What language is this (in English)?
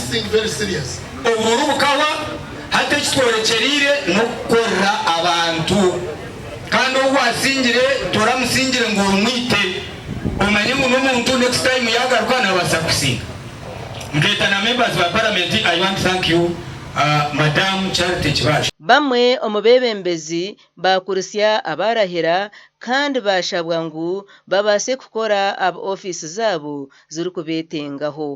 Nyankole